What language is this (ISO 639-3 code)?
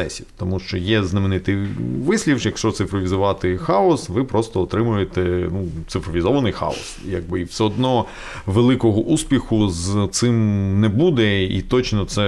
ukr